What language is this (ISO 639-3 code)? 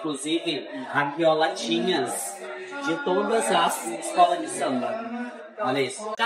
por